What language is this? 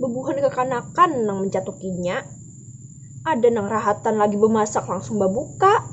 Banjar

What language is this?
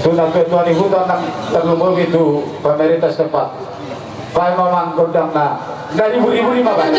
Batak Toba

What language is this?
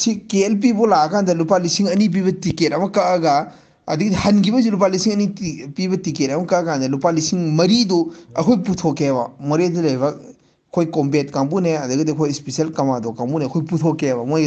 Manipuri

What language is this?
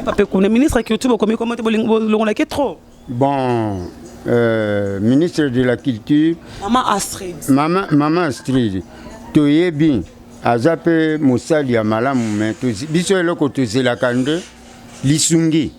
Lingala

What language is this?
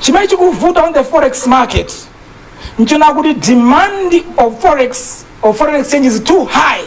Nyanja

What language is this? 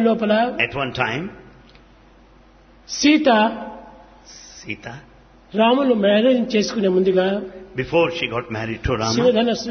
Telugu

